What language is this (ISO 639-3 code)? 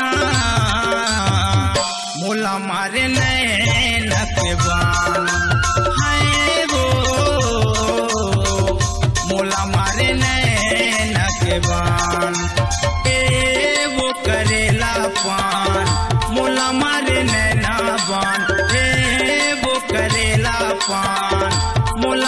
hne